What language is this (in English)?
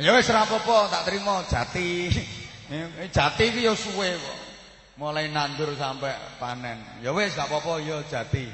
Javanese